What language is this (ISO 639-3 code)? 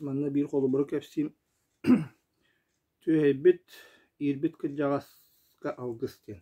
sah